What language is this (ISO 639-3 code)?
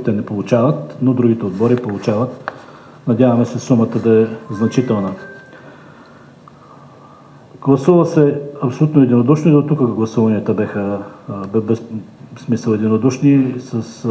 bul